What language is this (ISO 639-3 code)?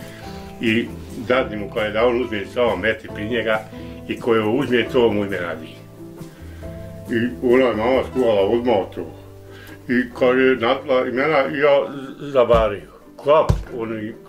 bos